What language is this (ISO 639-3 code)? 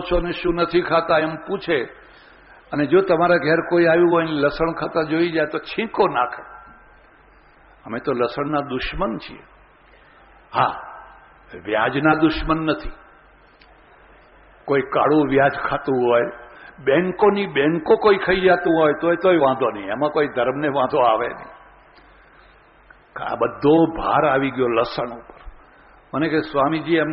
guj